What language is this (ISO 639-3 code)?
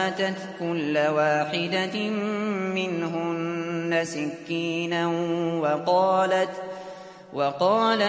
ara